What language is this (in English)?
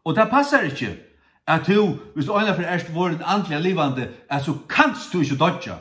Faroese